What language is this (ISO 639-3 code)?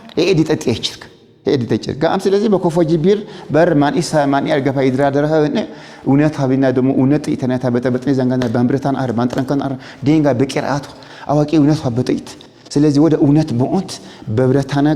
amh